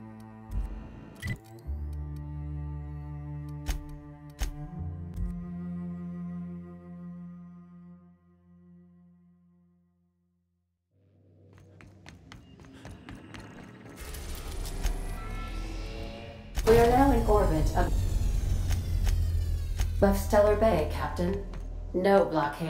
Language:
English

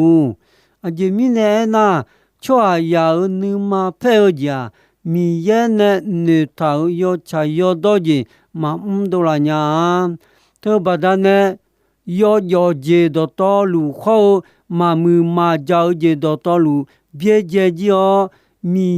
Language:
Akha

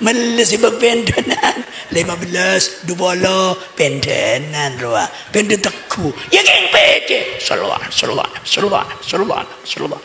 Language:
Madurese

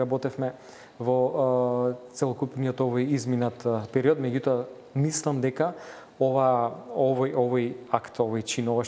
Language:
Macedonian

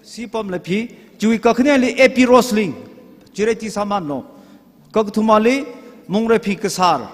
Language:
Tangkhul Naga (India)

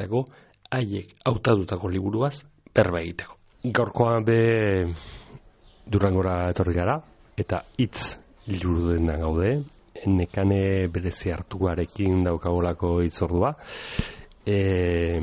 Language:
Basque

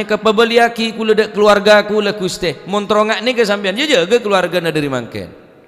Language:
Madurese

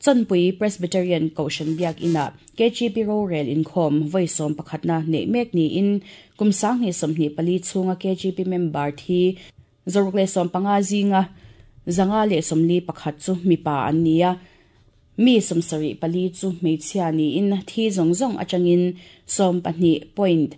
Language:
Mizo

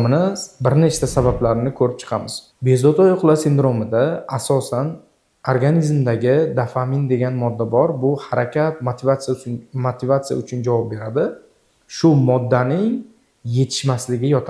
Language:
Uzbek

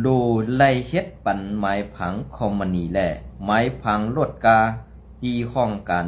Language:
Shan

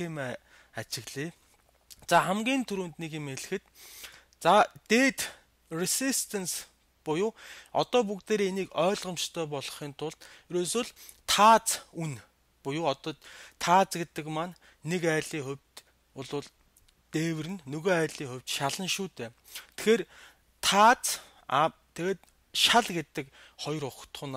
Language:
Mongolian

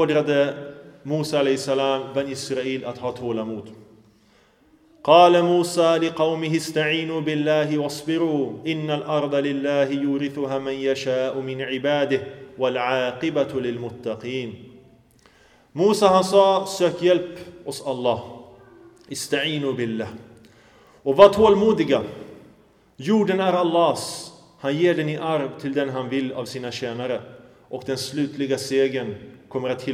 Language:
Swedish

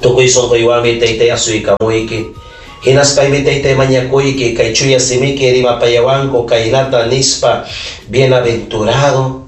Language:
Ayacucho Quechua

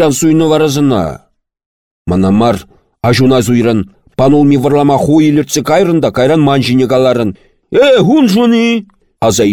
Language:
Chuvash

